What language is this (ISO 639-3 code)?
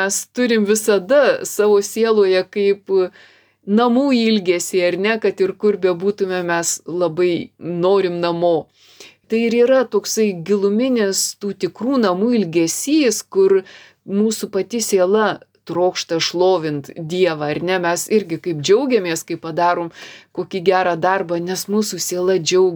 lit